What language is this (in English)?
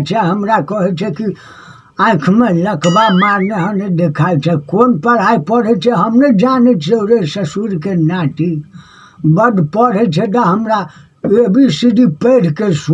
Maithili